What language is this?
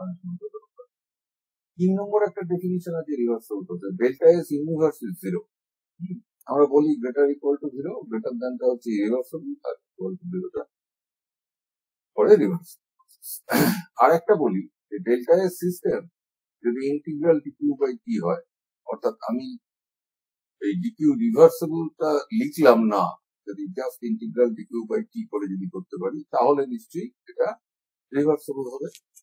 Bangla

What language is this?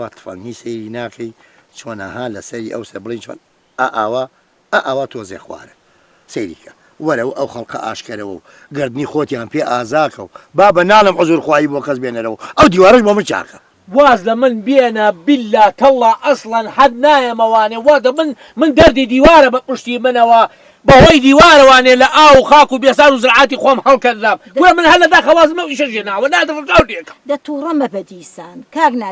Central Kurdish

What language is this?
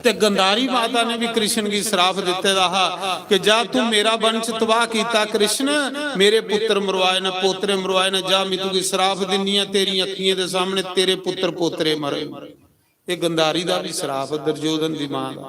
Dogri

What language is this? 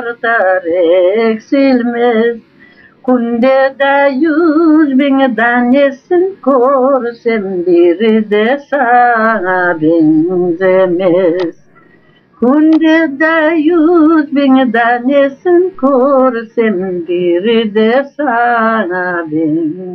Crimean Tatar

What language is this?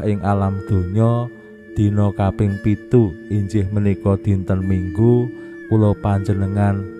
Javanese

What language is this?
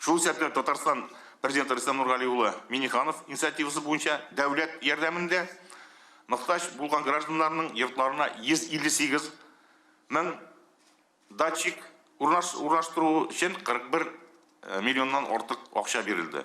Tatar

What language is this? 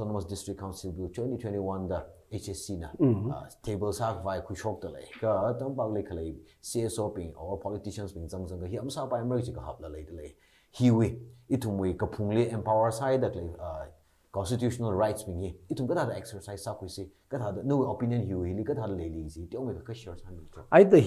Tangkhul Naga (India)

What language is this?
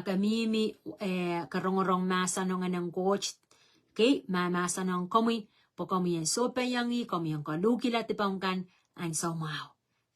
Pohnpeian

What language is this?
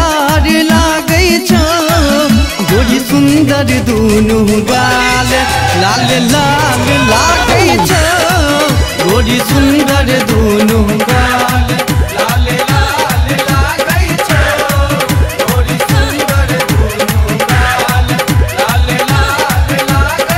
Maithili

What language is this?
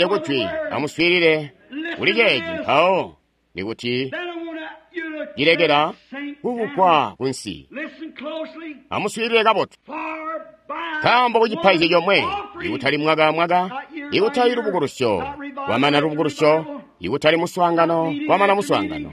Tonga (Zambia)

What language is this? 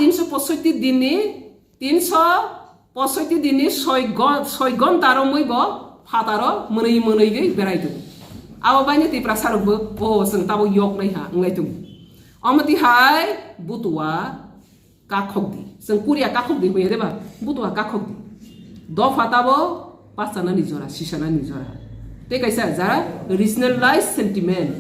Kok Borok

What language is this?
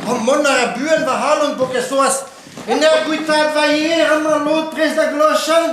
Breton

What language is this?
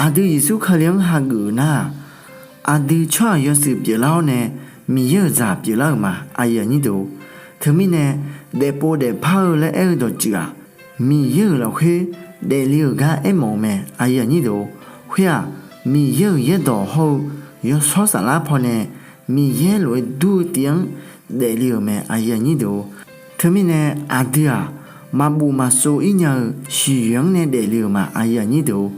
Akha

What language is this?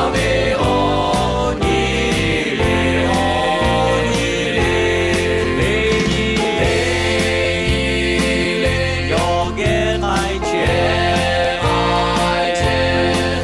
Lahu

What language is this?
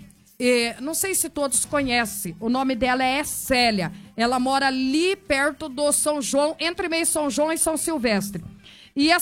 Portuguese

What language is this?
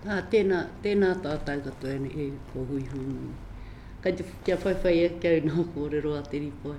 Māori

